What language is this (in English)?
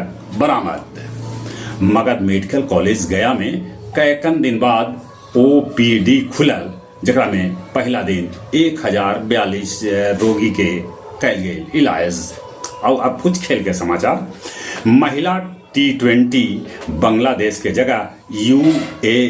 Magahi